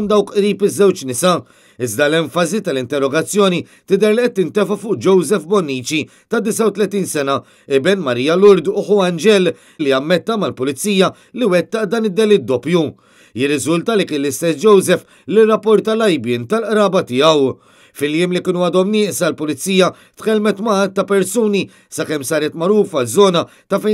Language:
Maltese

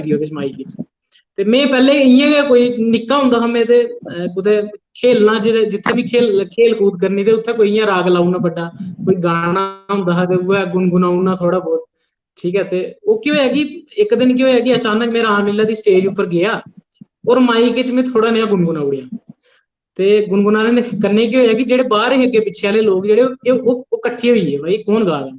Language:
Dogri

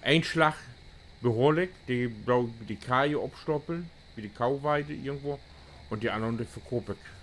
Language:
Low German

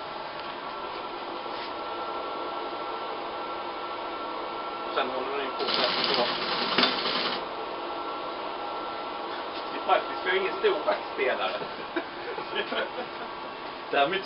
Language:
Swedish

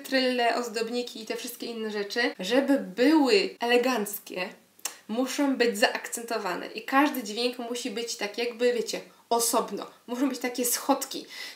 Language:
Polish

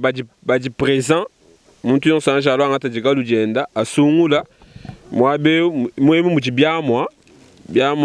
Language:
Luba-Lulua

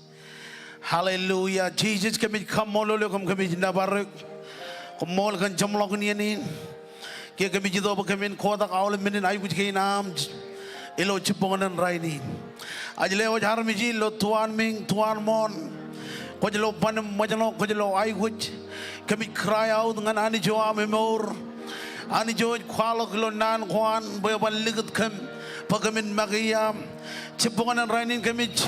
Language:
Marshallese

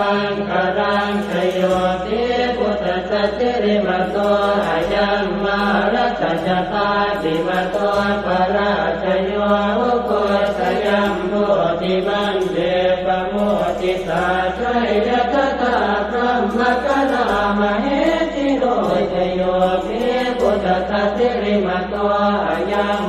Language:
Pali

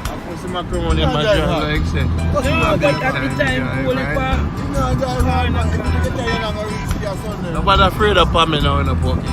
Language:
Jamaican Creole English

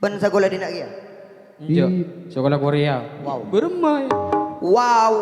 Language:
Madurese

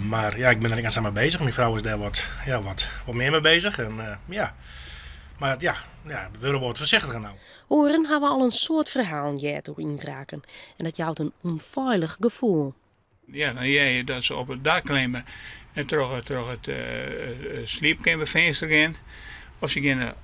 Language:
Western Frisian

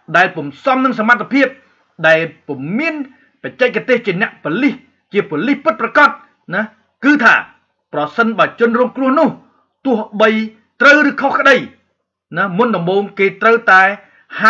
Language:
Khmer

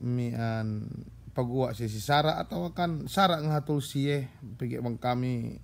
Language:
Yakan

